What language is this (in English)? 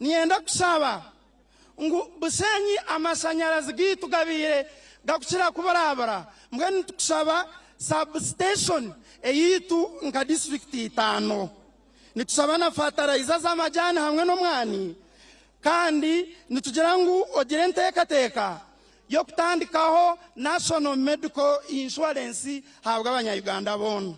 Nyankole